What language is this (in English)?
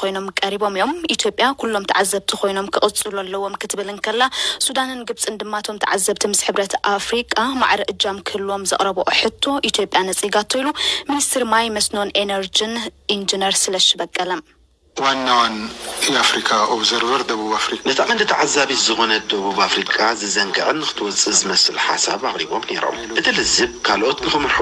Tigrinya